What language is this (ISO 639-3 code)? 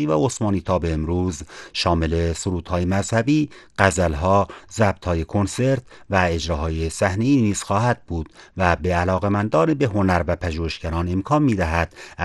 fas